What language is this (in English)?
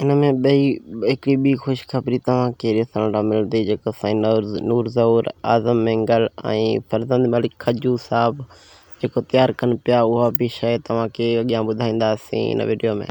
Sindhi